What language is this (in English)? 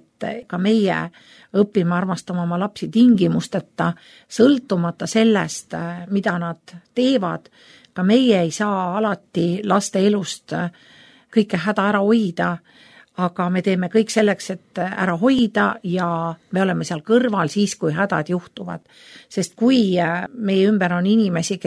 Estonian